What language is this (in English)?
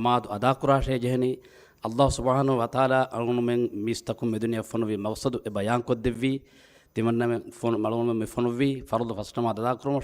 Divehi